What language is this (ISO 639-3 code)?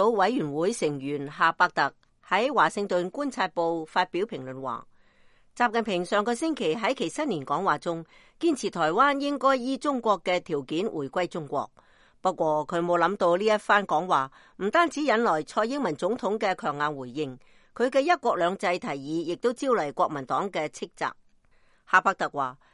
yue